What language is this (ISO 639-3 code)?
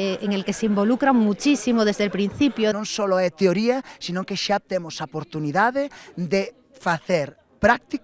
glg